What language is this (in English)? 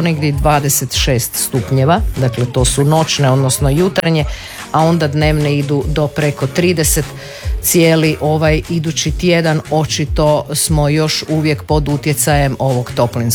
Croatian